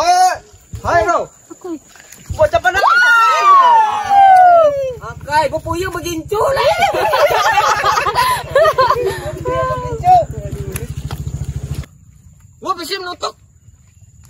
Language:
Ngaju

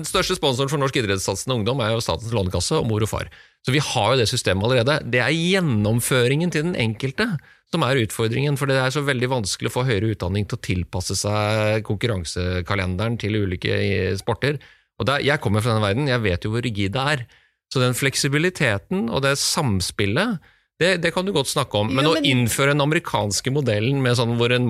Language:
Norwegian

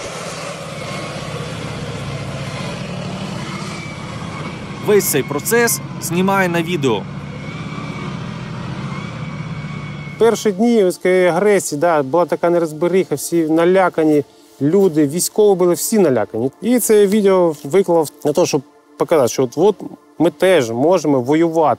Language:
Ukrainian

